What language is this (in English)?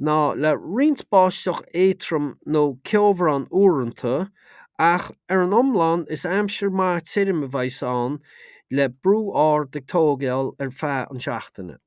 Irish